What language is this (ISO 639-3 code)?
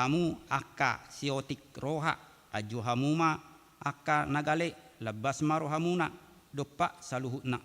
bbc